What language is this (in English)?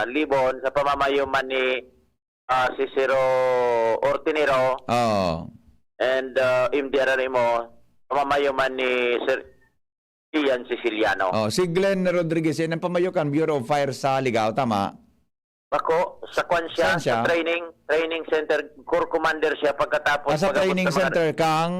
Bikol